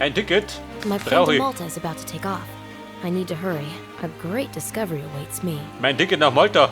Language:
Bavarian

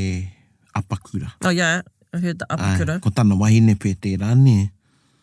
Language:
Māori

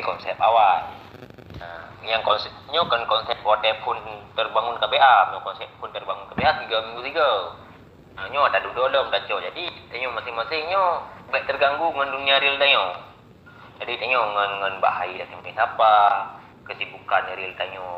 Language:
Achinese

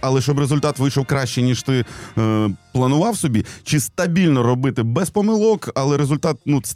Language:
Ukrainian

